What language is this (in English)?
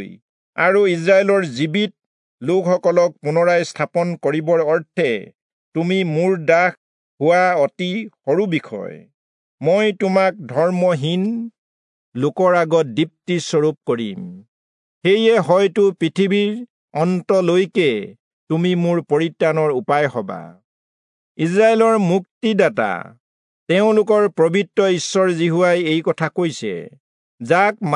Assamese